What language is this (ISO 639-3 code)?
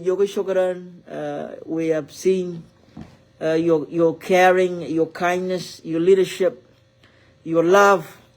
nus